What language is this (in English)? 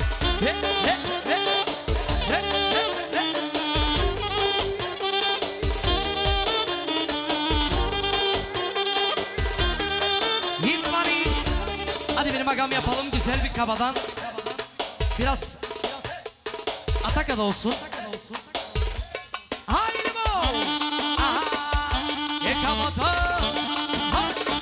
Turkish